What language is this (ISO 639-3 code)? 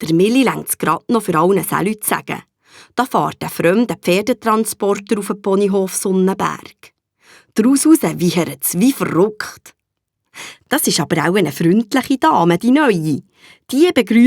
gsw